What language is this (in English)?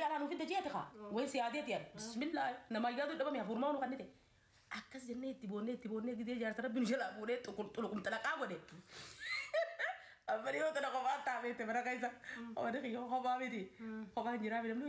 Oromo